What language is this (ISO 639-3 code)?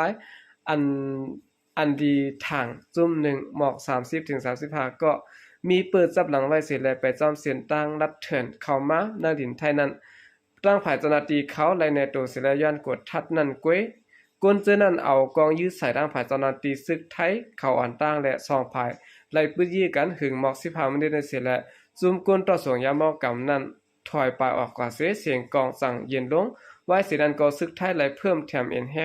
shn